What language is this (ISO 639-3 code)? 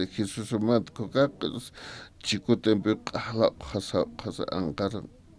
aym